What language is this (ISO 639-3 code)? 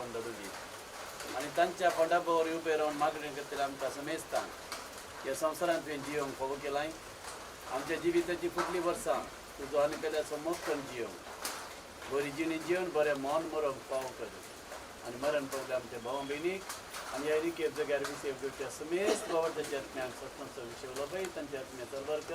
kok